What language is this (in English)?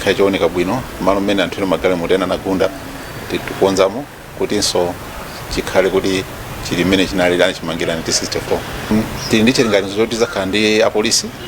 Nyanja